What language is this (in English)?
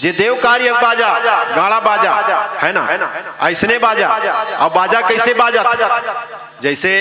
Chhattisgarhi